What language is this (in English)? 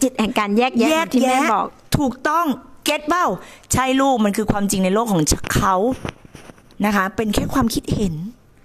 Thai